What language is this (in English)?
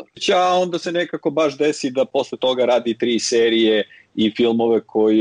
Serbian